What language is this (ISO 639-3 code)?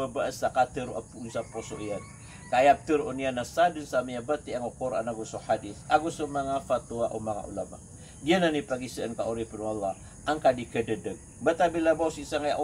mrw